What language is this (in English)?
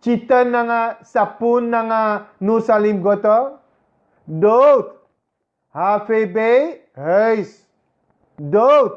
Sranan Tongo